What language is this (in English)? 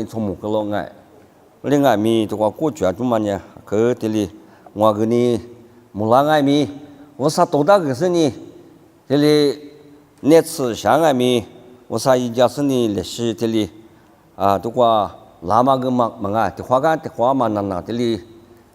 Lisu